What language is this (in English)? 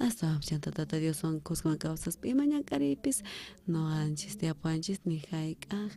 South Bolivian Quechua